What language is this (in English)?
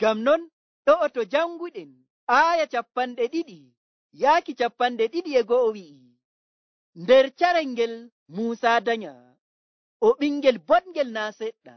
Nigerian Fulfulde